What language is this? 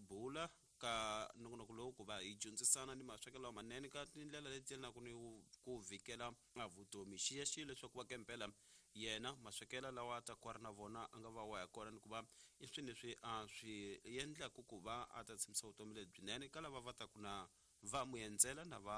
Tsonga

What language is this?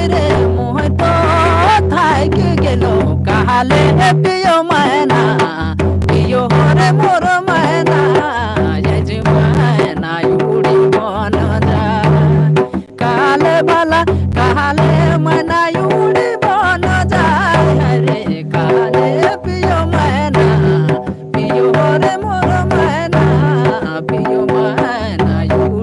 Sadri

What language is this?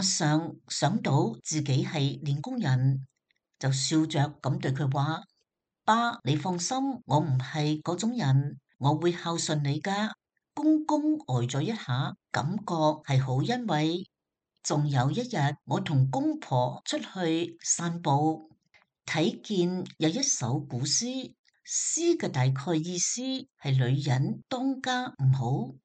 Cantonese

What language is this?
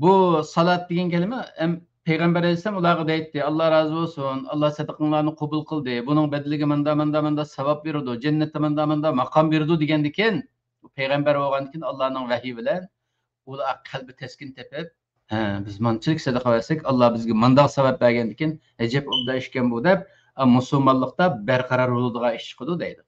Uyghur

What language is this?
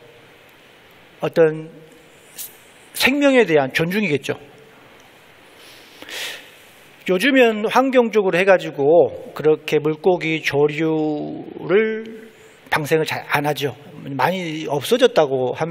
Korean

